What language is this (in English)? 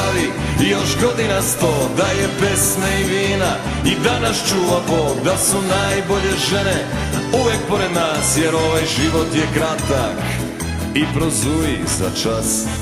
Serbian